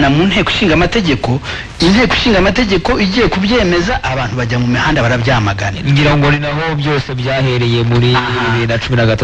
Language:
Kinyarwanda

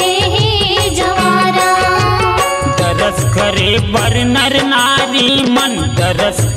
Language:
Chhattisgarhi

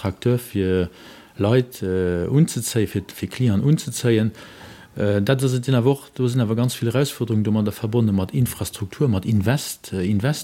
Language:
Luxembourgish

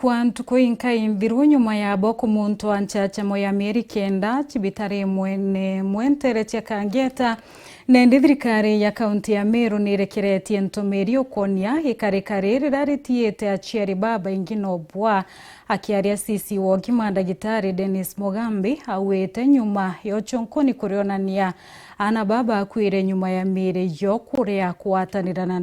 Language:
Meru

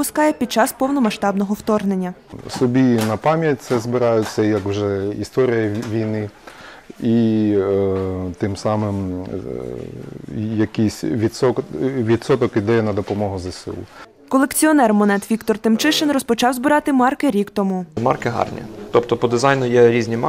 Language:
Ukrainian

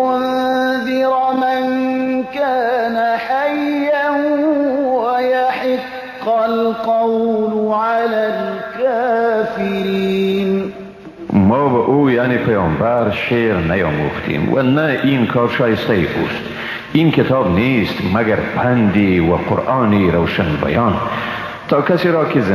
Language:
Persian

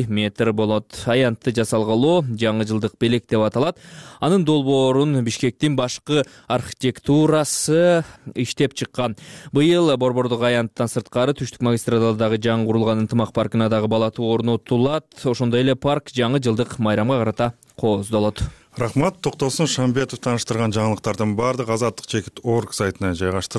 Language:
Kyrgyz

